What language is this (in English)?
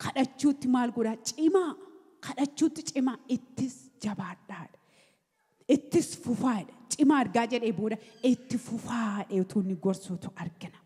Oromo